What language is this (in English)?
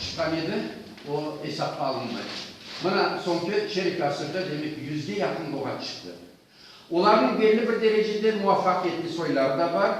Crimean Tatar